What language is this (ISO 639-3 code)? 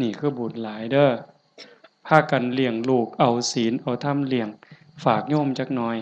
tts